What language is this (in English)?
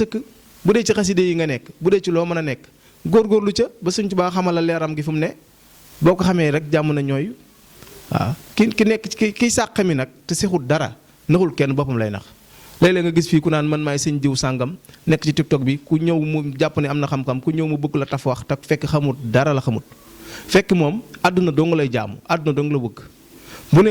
Wolof